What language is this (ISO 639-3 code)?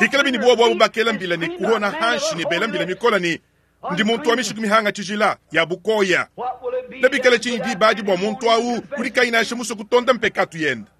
lua